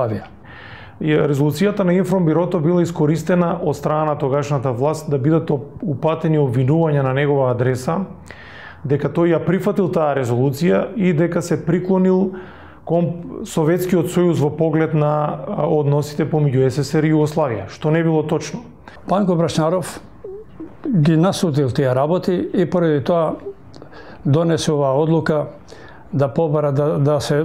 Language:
Macedonian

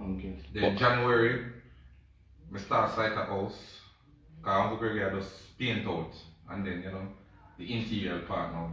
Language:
Jamaican Creole English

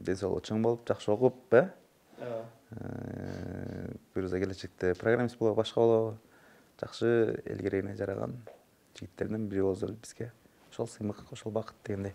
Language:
Kyrgyz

